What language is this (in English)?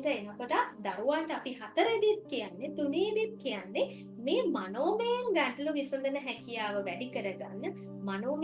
Sinhala